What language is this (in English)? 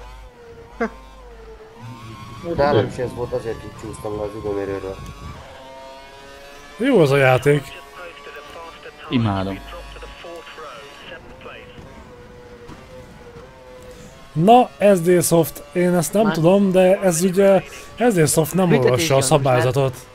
Hungarian